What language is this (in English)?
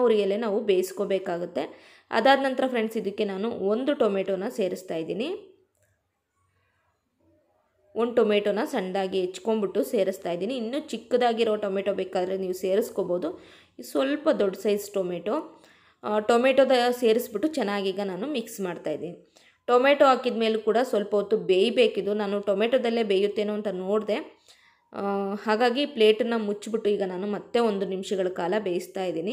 Kannada